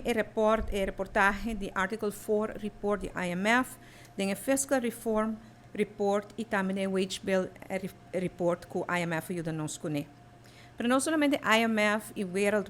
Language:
Papiamento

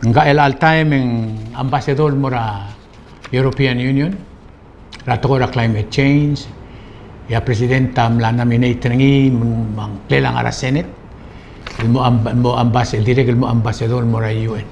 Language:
Palauan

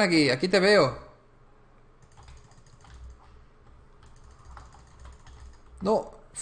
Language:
Spanish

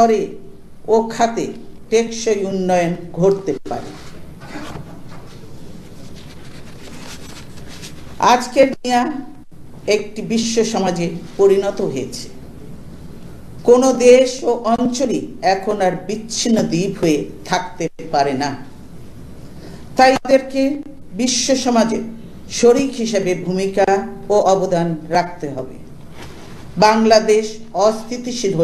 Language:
Bangla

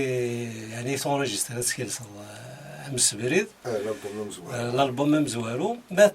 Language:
Kabyle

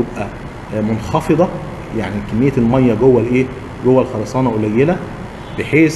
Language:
Egyptian Arabic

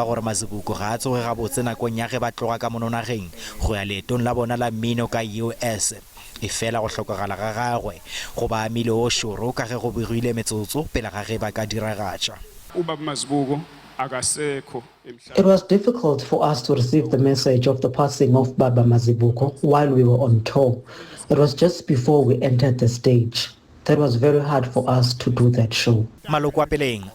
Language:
Northern Sotho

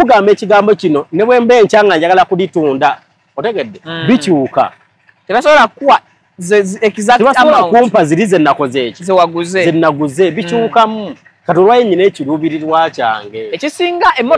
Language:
Ganda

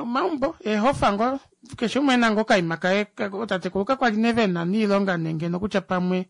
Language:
Kuanyama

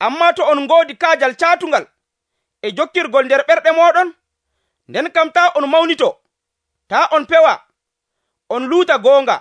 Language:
Nigerian Fulfulde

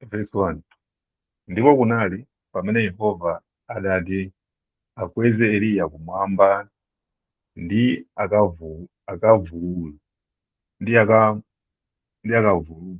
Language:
Nyanja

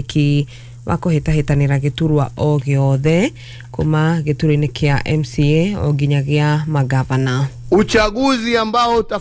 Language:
Kikuyu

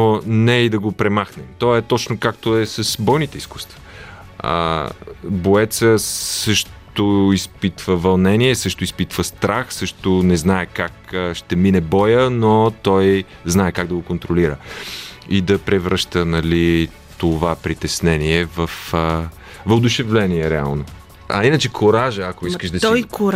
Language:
Bulgarian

